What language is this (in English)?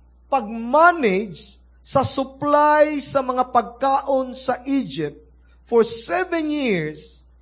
Cebuano